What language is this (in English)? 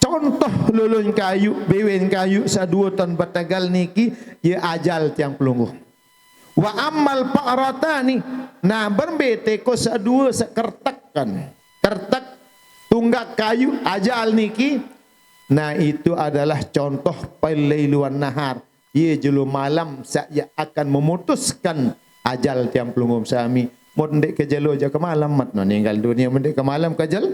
Sasak